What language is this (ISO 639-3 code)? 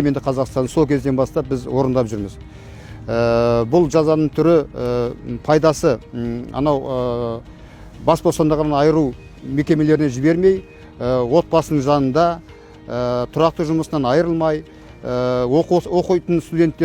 kaz